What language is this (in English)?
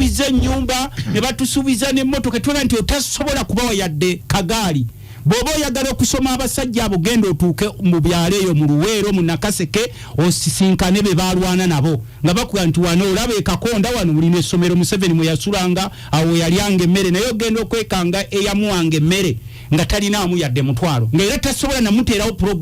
Ganda